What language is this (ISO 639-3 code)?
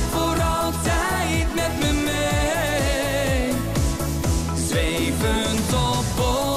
nld